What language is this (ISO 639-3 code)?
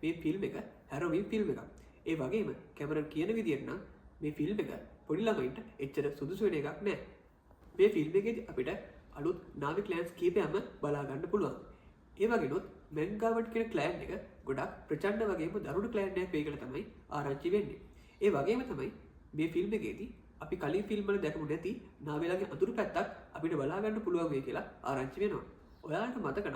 sin